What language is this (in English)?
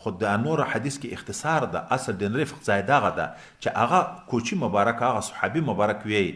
Pashto